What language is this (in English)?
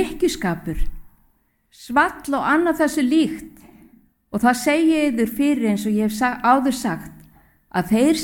Icelandic